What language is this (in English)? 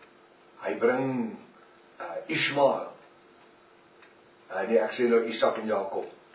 Afrikaans